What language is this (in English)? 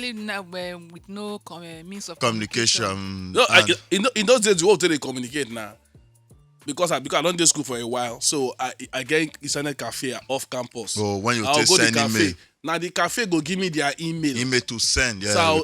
Nigerian Pidgin